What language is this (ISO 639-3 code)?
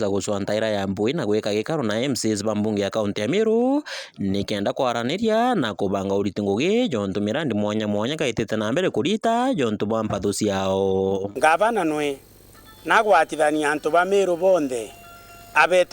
mer